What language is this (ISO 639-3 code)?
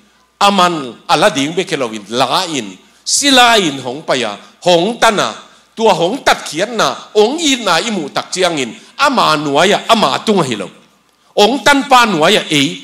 ctd